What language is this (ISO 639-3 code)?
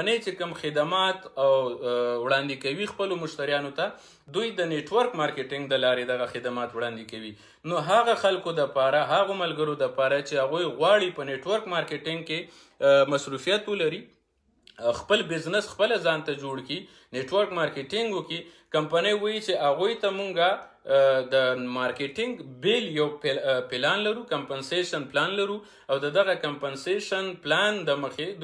pus